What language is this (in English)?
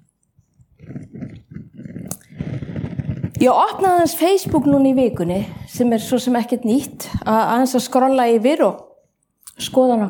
Icelandic